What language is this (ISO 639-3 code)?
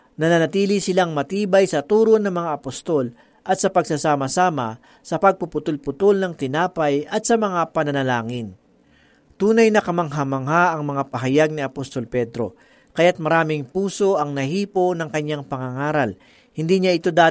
fil